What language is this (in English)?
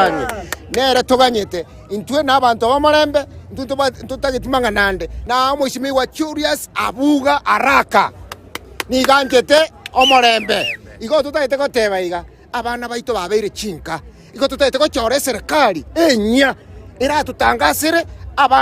Gusii